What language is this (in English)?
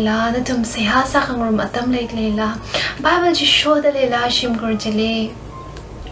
Tangkhul Naga (India)